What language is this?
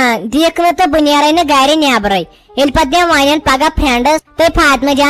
Kashmiri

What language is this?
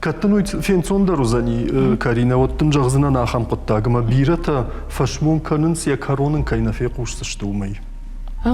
Ossetic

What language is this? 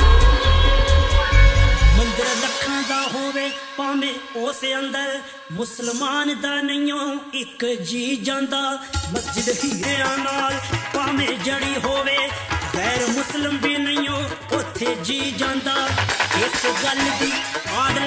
Punjabi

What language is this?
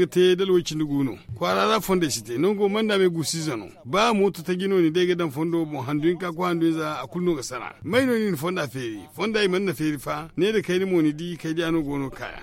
Zarma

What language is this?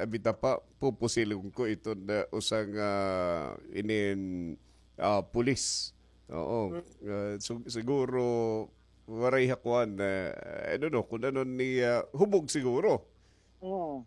Waray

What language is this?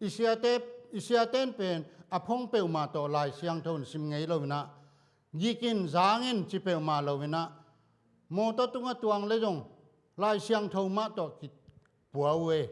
Tedim Chin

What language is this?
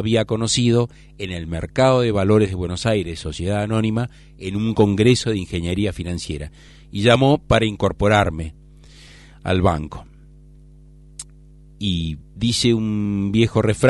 Spanish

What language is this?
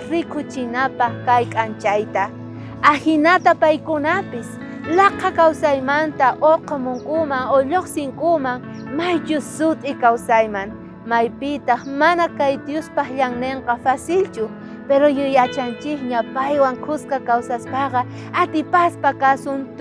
South Bolivian Quechua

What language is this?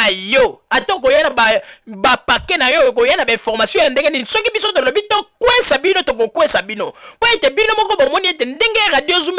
Lingala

